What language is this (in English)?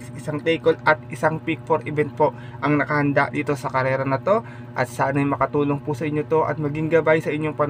Filipino